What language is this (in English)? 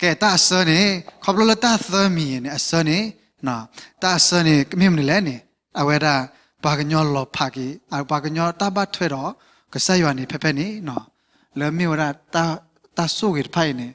S'gaw Karen